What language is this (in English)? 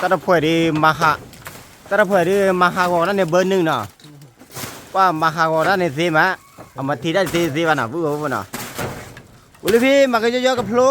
S'gaw Karen